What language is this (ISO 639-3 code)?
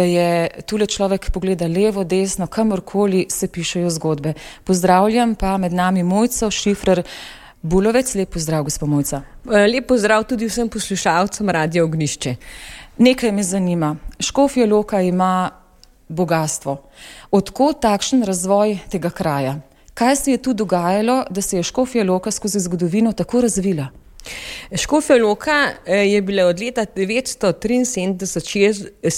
slv